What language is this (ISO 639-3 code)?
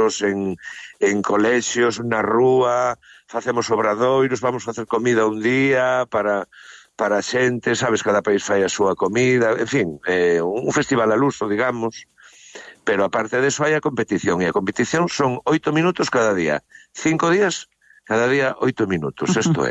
glg